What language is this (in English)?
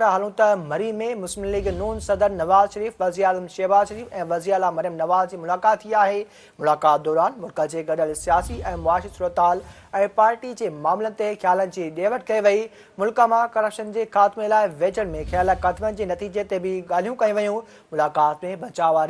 Sindhi